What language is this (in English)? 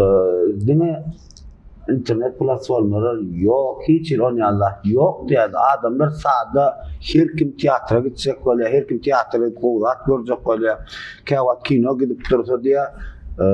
Turkmen